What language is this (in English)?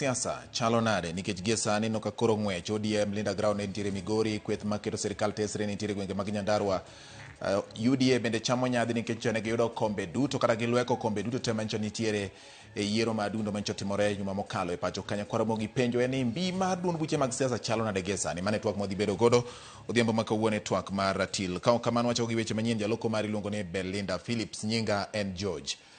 Luo (Kenya and Tanzania)